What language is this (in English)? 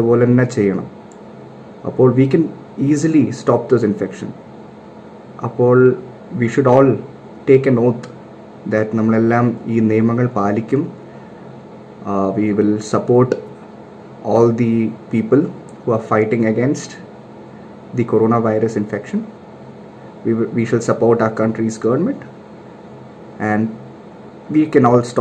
Malayalam